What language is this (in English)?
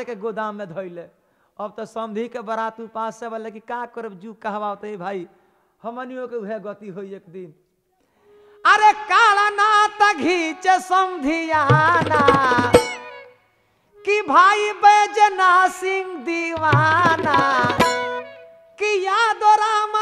Bhojpuri